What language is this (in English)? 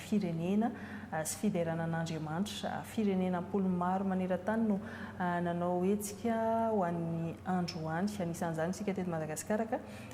Malagasy